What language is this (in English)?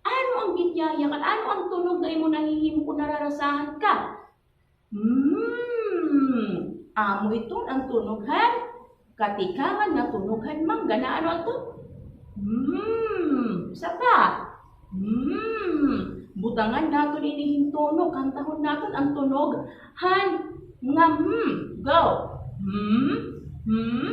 Waray